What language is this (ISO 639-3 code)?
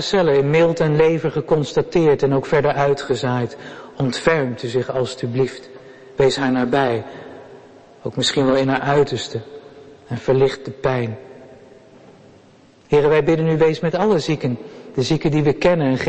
nld